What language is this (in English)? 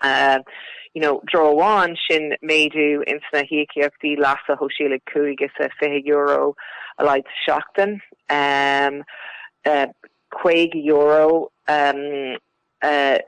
Irish